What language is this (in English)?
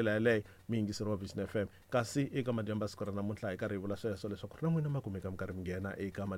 Tsonga